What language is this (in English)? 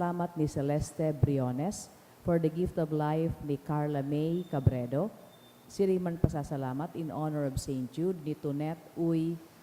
Bikol